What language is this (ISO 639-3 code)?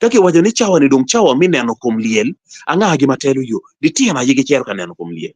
ach